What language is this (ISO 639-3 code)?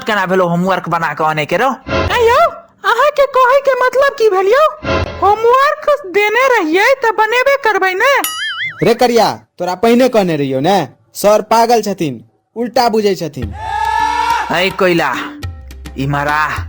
mai